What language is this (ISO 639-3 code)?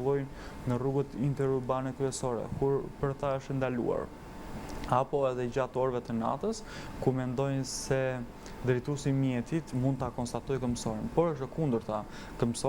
sqi